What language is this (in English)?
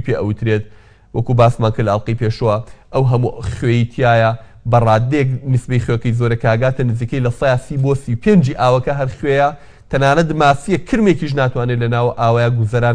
Central Kurdish